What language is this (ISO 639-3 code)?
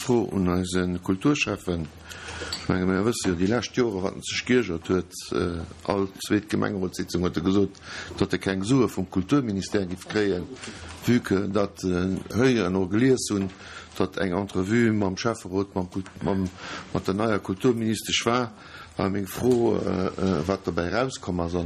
ltz